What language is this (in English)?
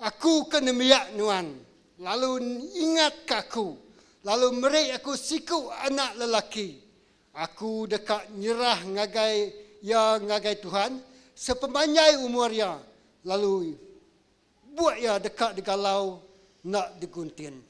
Iban